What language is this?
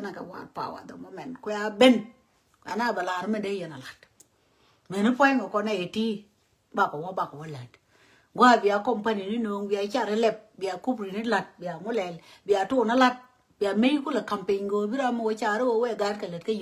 Nuer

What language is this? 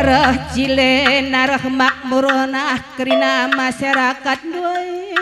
Batak Karo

